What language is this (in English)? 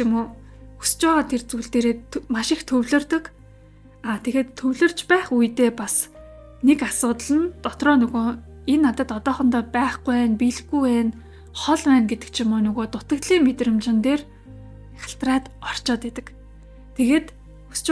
Mongolian